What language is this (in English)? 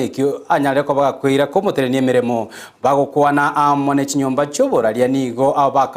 Gusii